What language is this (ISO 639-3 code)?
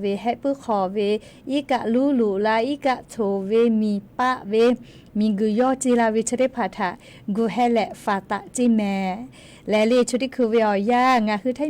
lhu